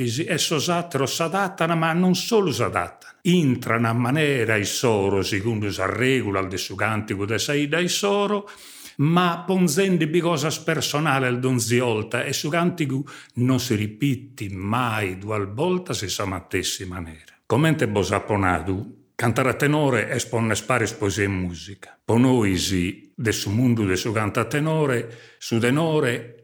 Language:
Sardinian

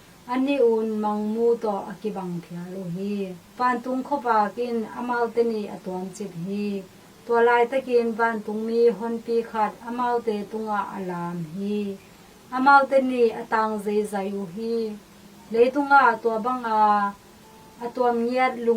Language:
Tedim Chin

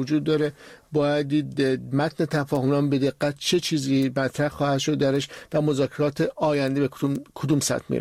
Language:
Persian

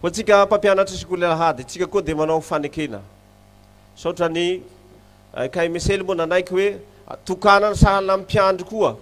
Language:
Malagasy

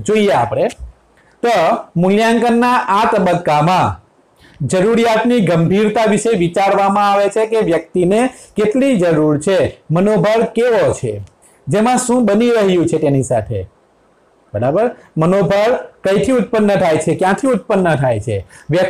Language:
Gujarati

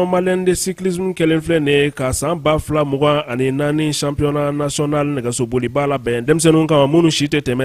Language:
Bambara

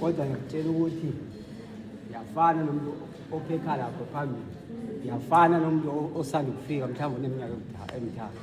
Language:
Zulu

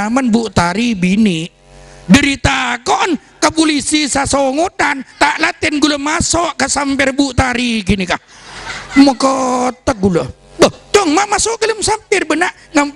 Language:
Madurese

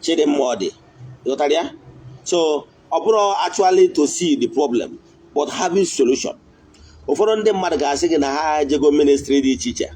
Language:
Igbo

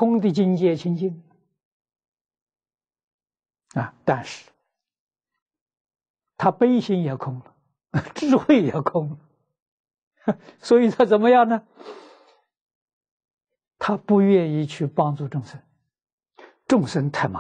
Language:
Chinese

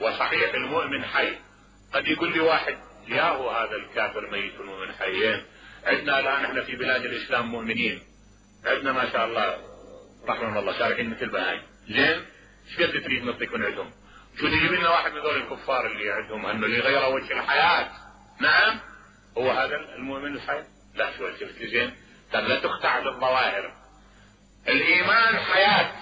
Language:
Mesopotamian Arabic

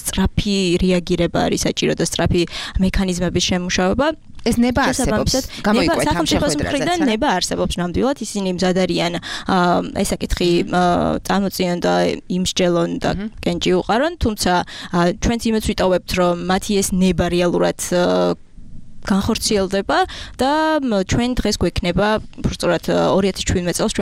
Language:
Georgian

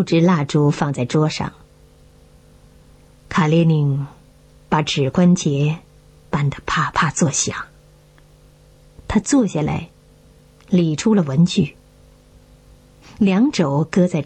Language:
Chinese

